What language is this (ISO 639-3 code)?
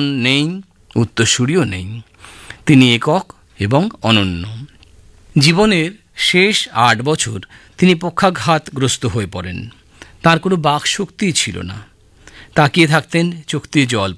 ben